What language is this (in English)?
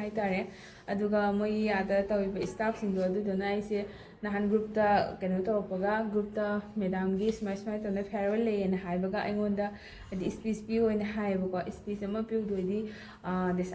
Manipuri